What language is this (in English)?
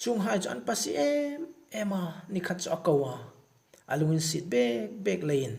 Hmar